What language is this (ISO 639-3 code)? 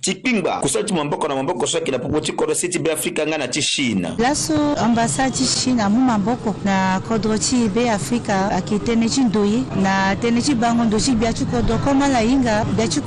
sag